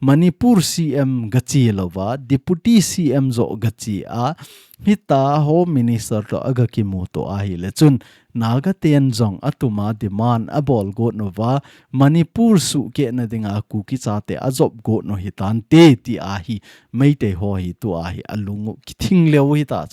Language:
Thado Chin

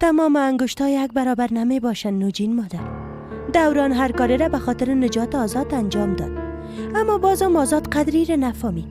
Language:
Persian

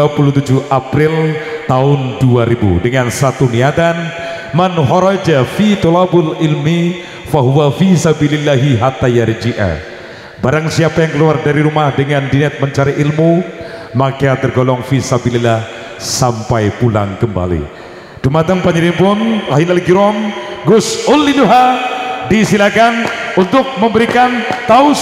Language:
Javanese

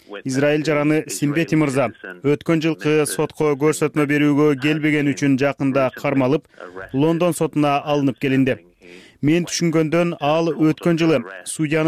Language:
Kyrgyz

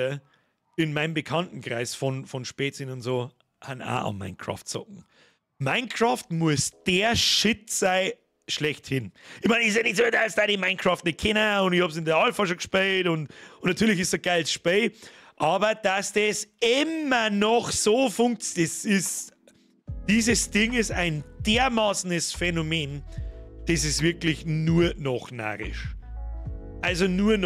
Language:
Bavarian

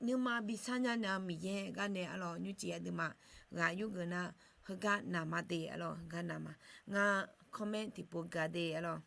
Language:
Akha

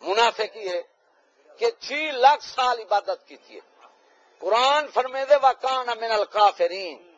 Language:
Saraiki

